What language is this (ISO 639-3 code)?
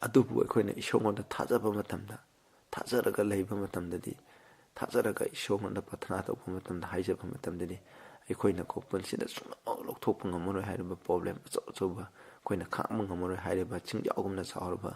mni